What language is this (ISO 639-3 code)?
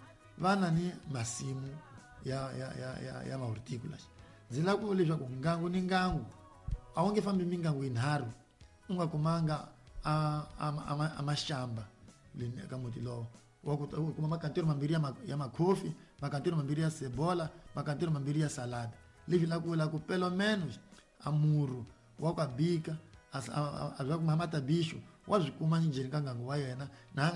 tso